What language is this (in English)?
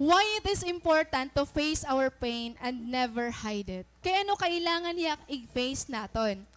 Waray